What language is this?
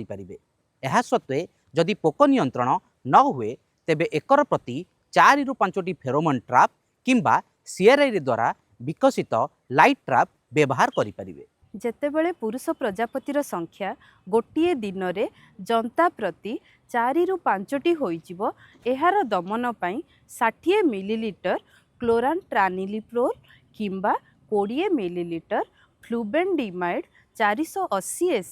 Odia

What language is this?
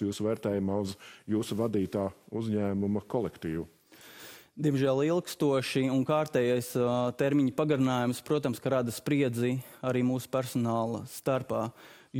Latvian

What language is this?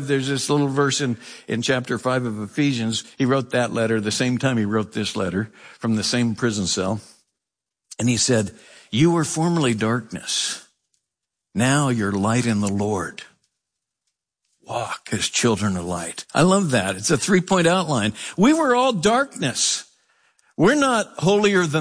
English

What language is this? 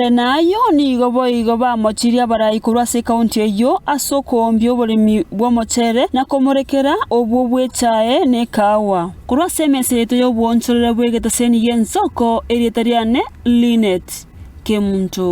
Gusii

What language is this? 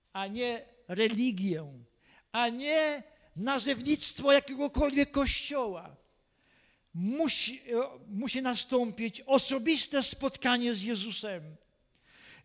Polish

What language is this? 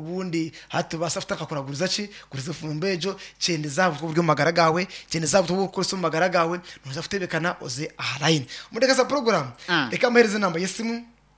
Nyankole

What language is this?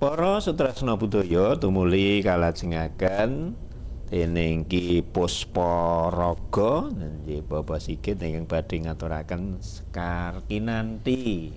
Javanese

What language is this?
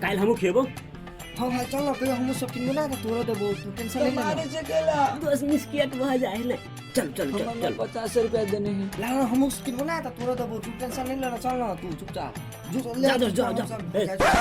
Maithili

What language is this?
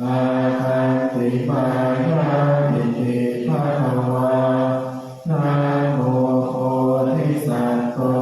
Pali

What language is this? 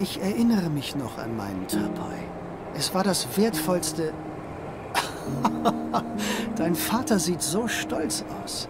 Swiss German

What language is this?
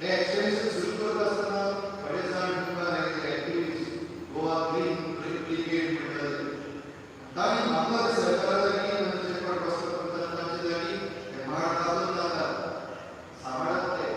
Konkani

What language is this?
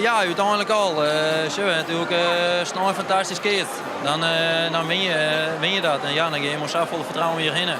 Western Frisian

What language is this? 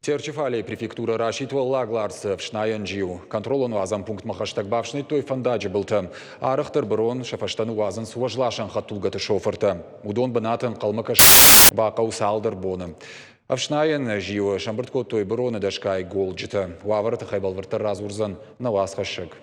Ossetic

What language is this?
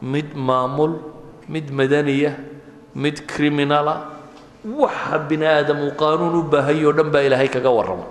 Somali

